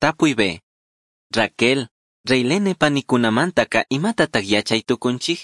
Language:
Chimborazo Highland Quichua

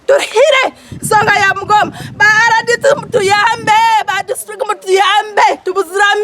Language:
Nyankole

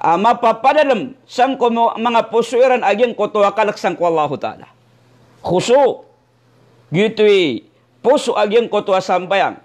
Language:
Maranao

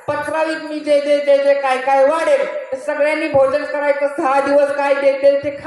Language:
Marathi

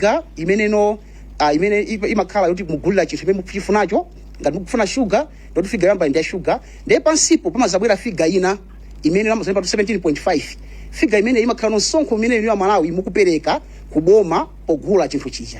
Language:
Nyanja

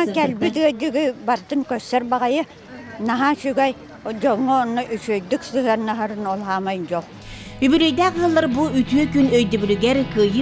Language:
Yakut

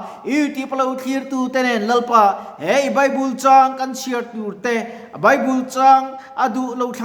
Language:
Mizo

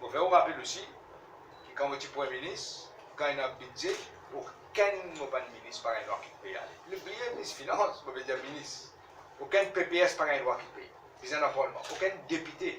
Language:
Morisyen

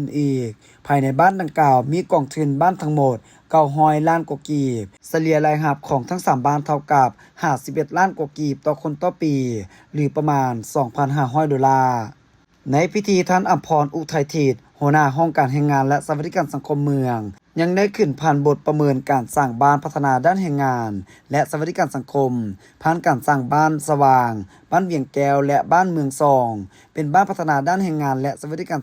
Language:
Lao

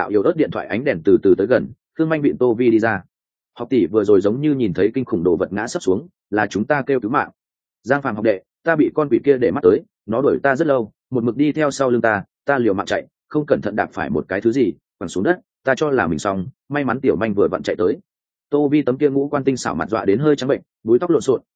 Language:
Vietnamese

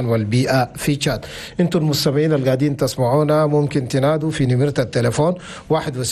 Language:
Chadian Arabic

